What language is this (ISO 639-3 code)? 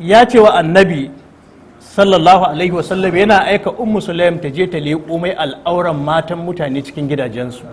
hau